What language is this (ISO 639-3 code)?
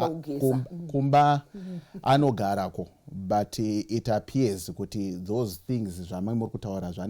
sna